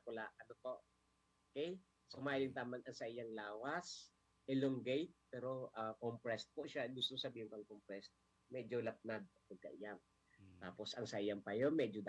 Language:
Bikol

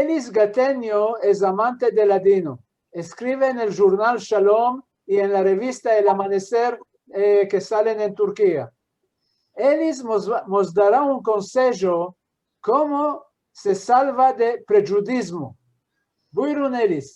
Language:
Ladino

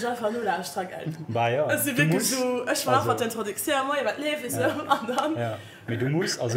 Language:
Luxembourgish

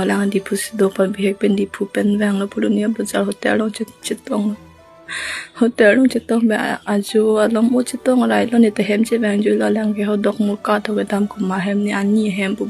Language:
Karbi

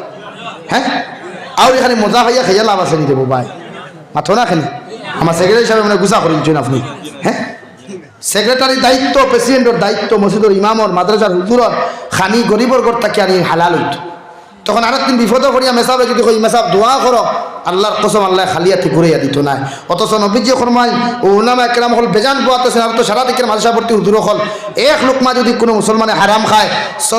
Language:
Sylheti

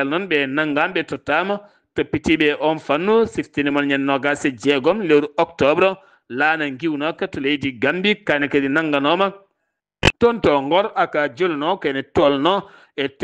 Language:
Fula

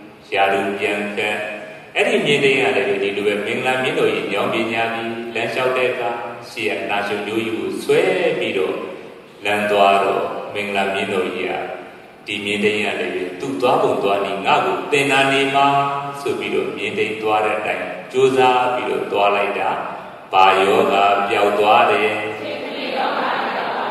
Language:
Burmese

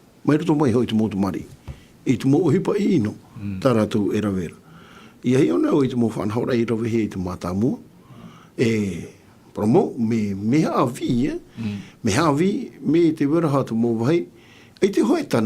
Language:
Tahitian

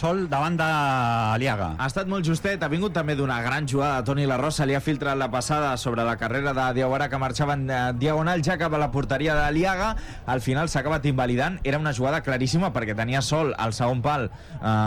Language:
Catalan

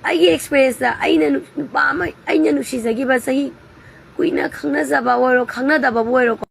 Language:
Manipuri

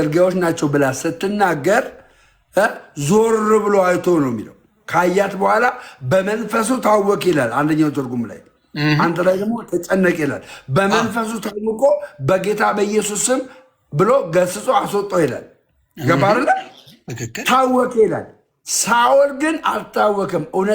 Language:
Amharic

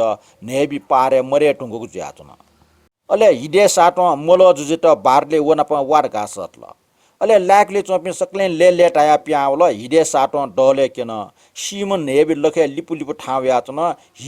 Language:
Newari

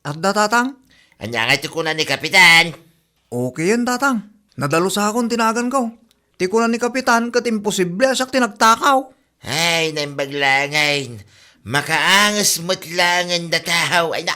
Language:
Iloko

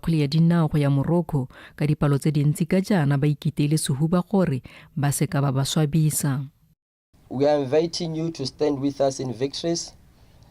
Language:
Tswana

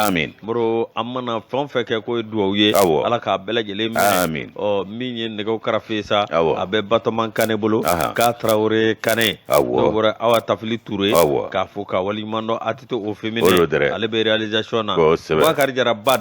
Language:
Bambara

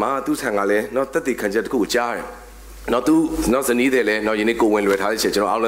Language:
Burmese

